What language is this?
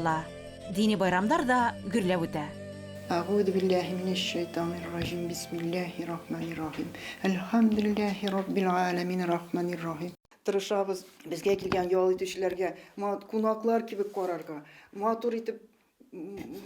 Bashkir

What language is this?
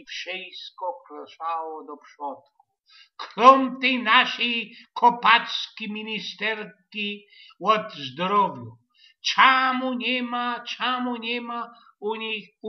Silesian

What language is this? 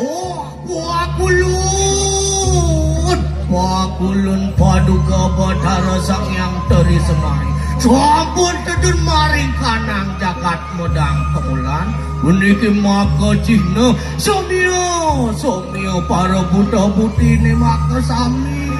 Balinese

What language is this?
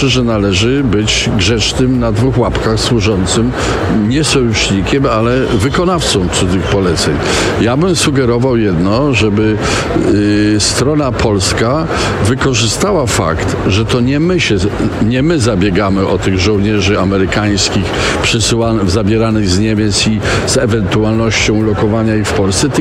Polish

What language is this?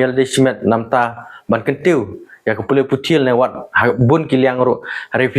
Khasi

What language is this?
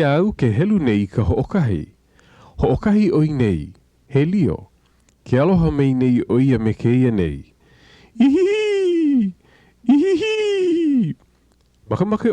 Hawaiian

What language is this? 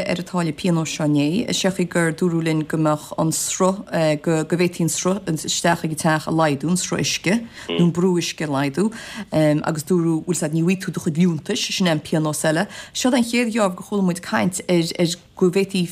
Irish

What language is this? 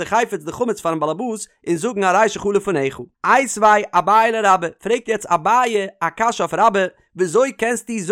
Yiddish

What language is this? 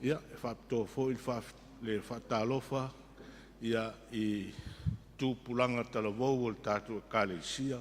Samoan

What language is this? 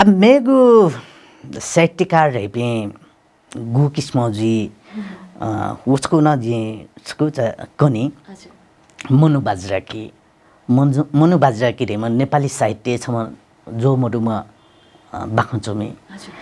Newari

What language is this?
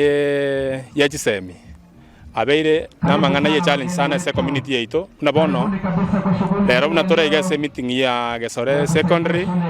Gusii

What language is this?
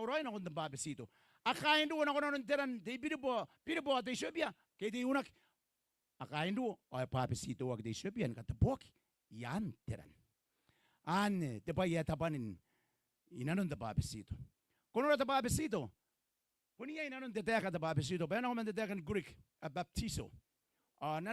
Gilbertese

